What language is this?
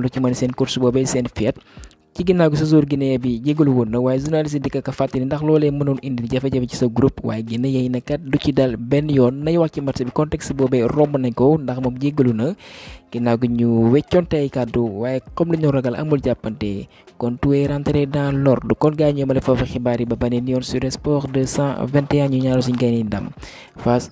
Wolof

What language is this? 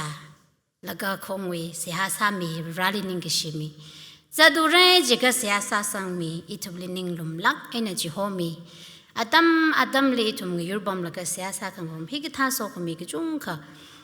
Tangkhul Naga (India)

